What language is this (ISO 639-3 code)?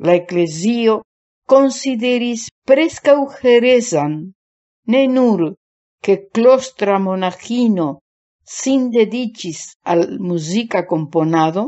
epo